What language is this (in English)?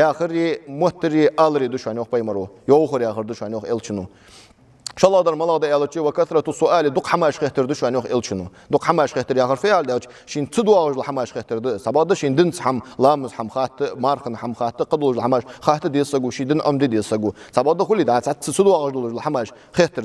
Ingush